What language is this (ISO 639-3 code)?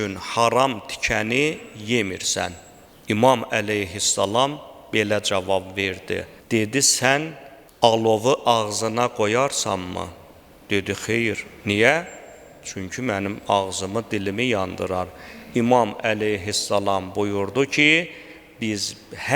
aze